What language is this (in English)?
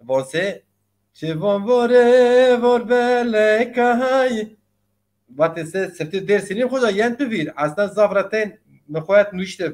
Zaza